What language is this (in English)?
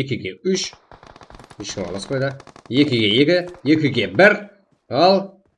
Kara-Kalpak